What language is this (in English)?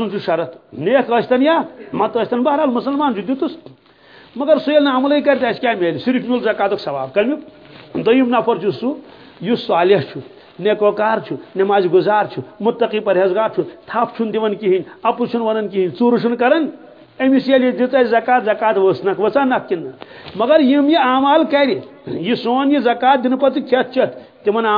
Kashmiri